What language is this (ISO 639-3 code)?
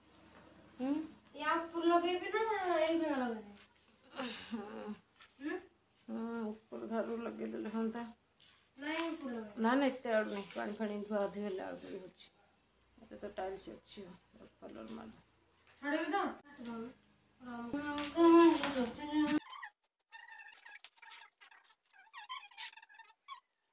ori